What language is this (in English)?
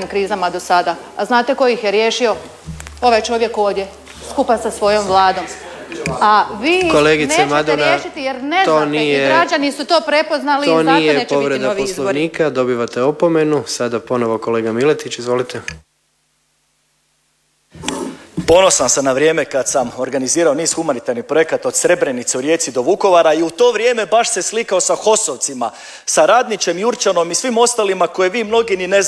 Croatian